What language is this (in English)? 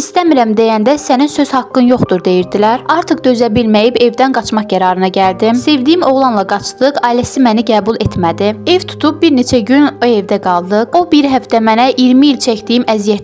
Azerbaijani